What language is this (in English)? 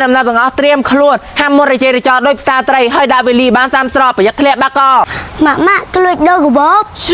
Khmer